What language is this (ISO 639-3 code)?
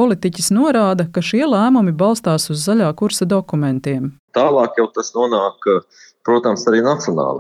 lav